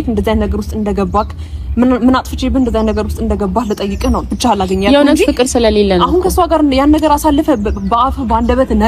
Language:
Amharic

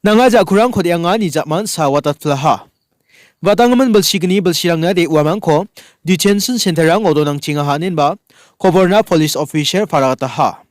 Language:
Garo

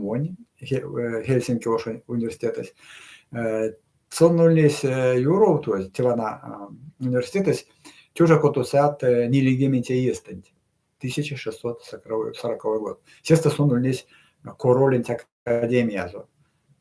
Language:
Erzya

